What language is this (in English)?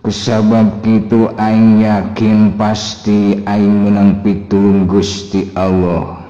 Sundanese